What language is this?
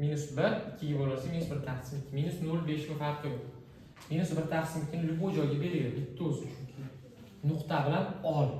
Uzbek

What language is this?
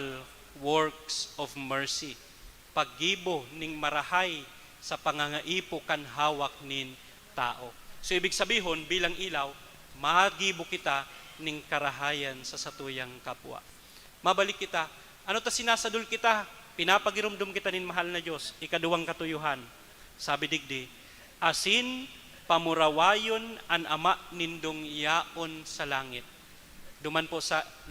Bikol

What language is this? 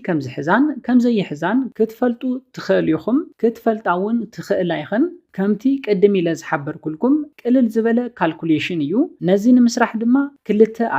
Tigrinya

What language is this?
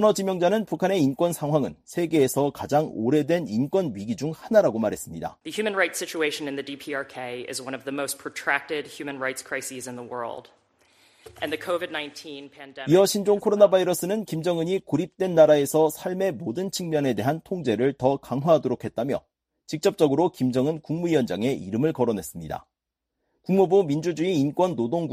Korean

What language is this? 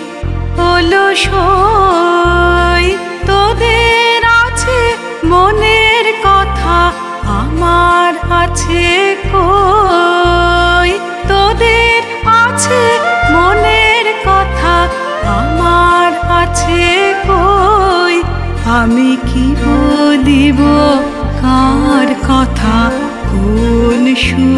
Bangla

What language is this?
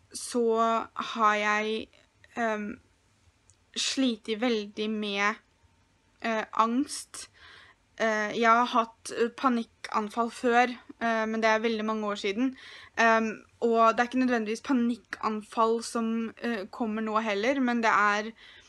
Norwegian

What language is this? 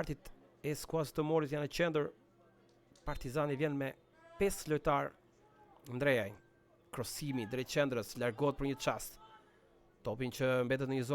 Albanian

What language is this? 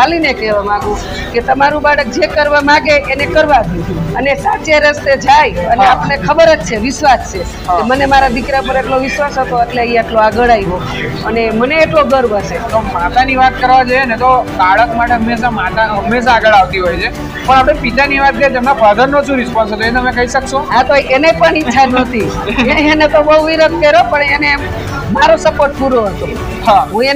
Gujarati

